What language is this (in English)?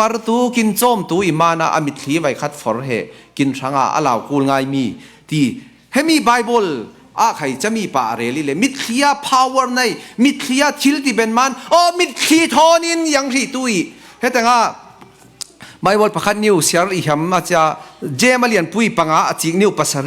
Falam Chin